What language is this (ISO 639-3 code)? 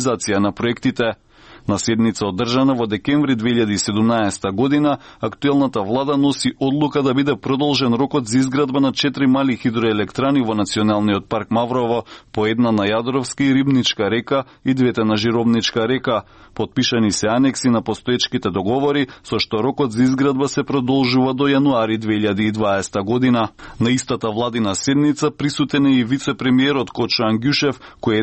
mkd